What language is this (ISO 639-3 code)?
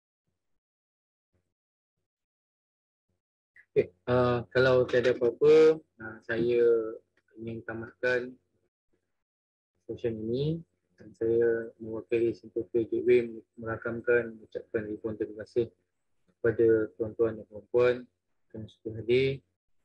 msa